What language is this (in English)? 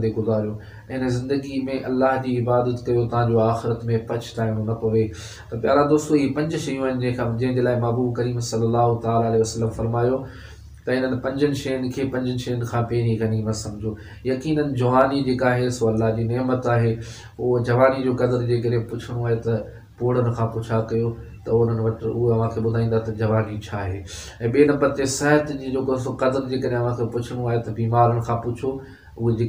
Sindhi